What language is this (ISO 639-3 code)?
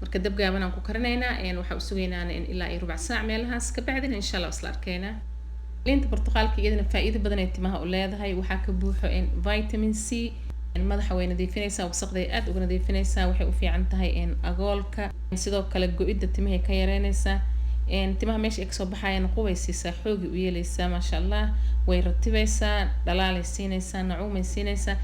som